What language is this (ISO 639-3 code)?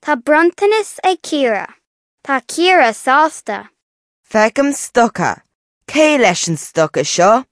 gle